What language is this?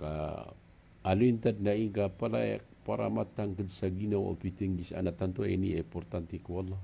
Maranao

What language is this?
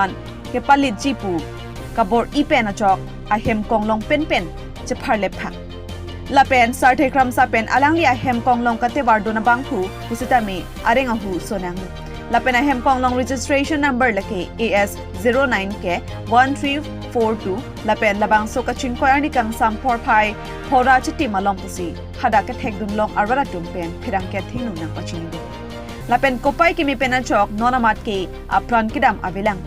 Karbi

